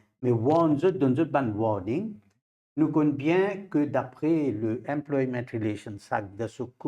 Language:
Morisyen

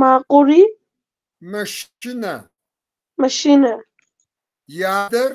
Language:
Kabardian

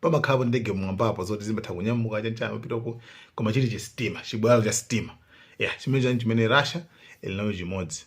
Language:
Nyanja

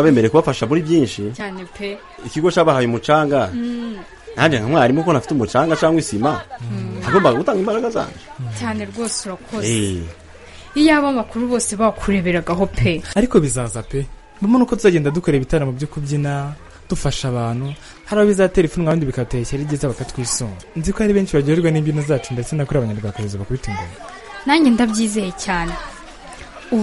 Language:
Kinyarwanda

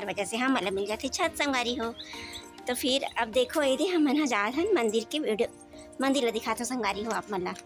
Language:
Chhattisgarhi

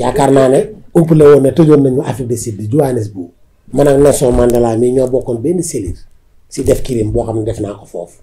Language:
Wolof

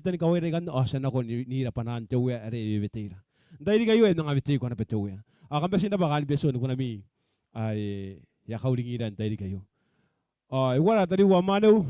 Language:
Gilbertese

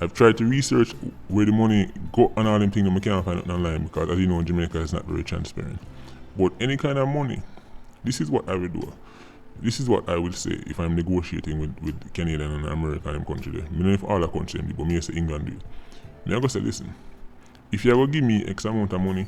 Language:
Jamaican Creole English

